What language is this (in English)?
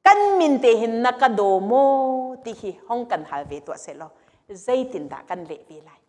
Hakha Chin